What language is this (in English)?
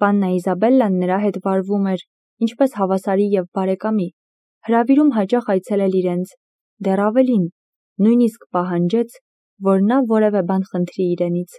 Armenian